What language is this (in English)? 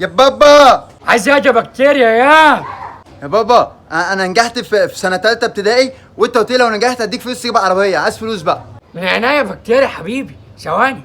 Egyptian Arabic